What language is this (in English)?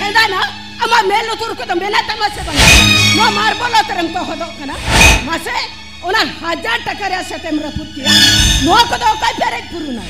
Santali